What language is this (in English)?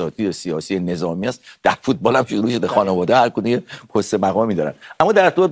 Persian